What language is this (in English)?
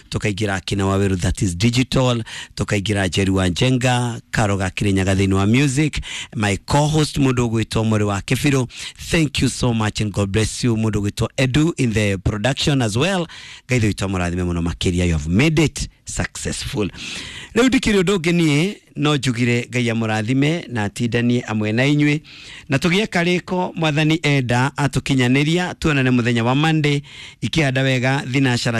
Kikuyu